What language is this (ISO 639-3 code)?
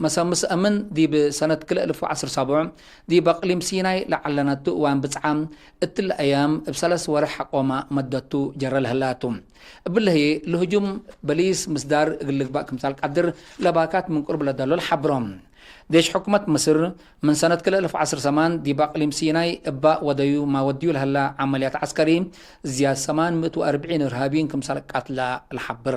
tig